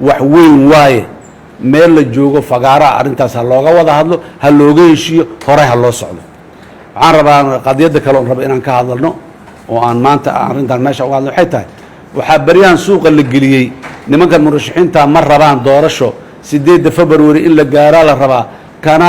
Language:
Somali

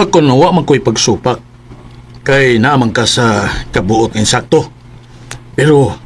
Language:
Cebuano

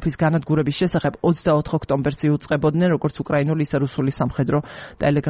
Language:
Georgian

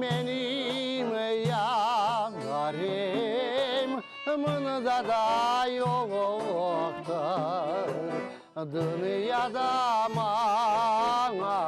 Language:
Crimean Tatar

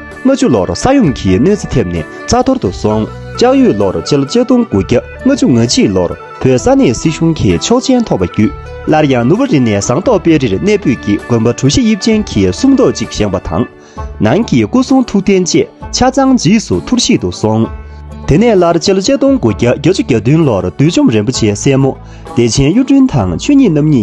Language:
Tibetan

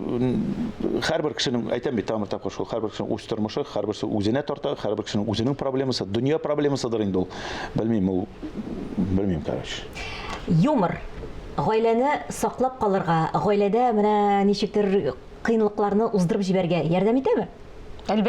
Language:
Tatar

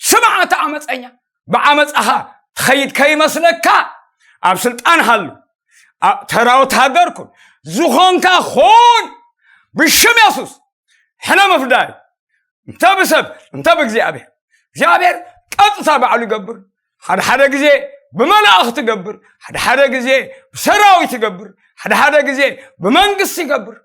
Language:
Tigrinya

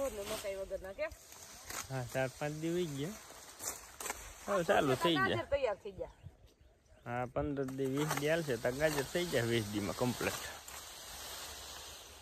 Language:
Gujarati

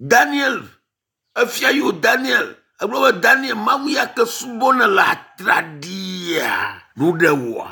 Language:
Ewe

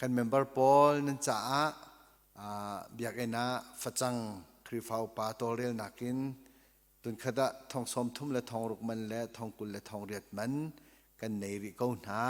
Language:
Hakha Chin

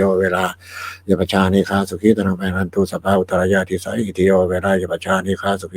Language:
Pali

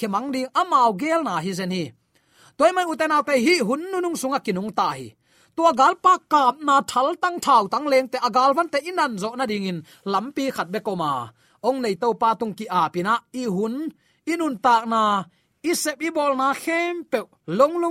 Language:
Tedim Chin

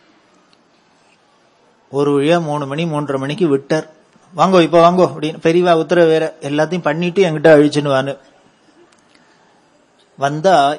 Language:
Tamil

